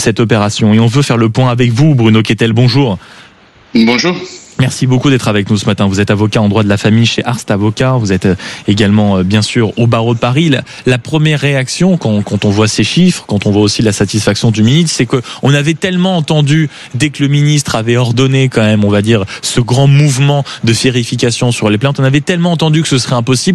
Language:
French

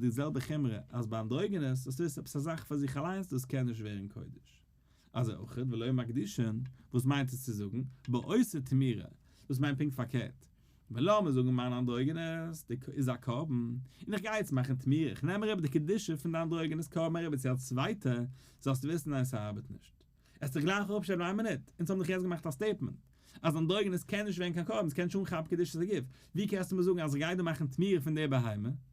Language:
Yiddish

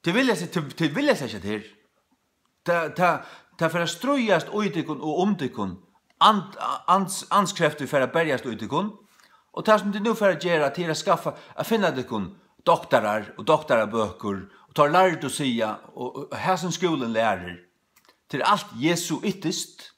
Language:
Faroese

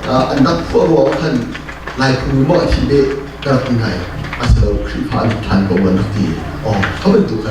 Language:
Hakha Chin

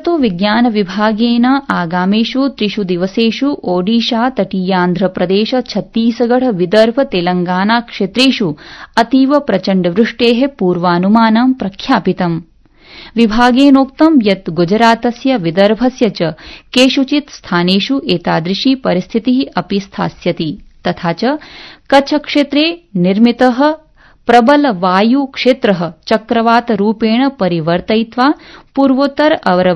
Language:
Sanskrit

